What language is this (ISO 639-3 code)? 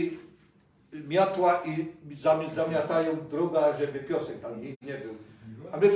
szl